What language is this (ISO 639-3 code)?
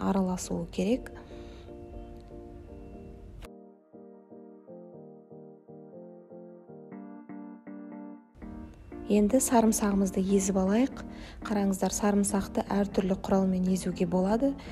kaz